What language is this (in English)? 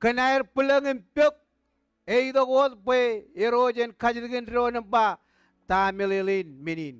Marshallese